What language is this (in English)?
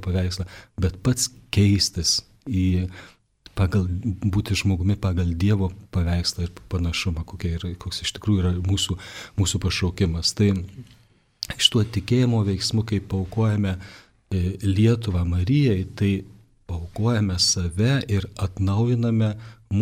Lithuanian